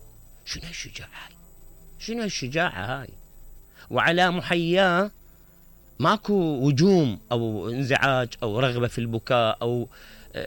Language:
Mesopotamian Arabic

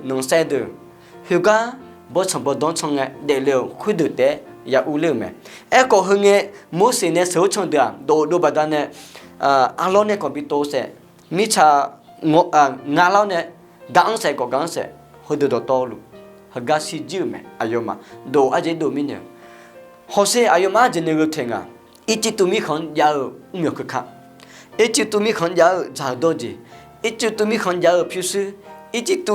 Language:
Akha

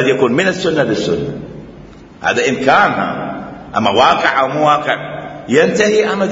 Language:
Mesopotamian Arabic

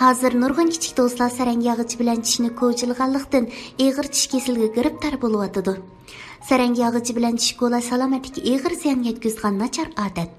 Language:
Uyghur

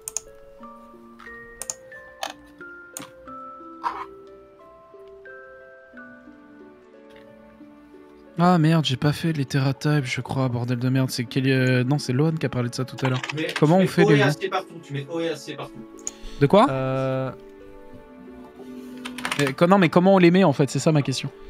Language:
French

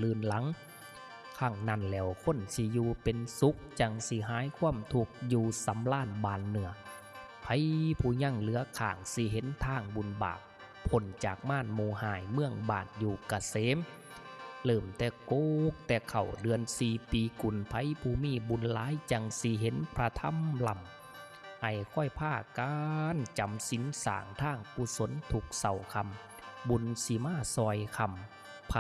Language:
Northeastern Thai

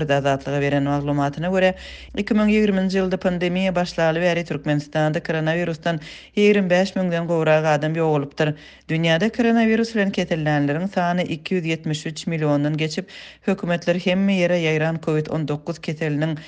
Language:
Turkmen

